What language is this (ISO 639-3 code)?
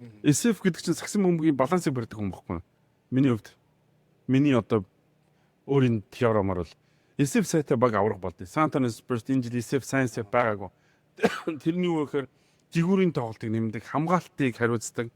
mon